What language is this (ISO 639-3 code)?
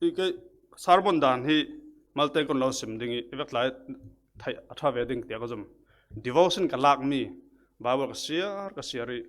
cfm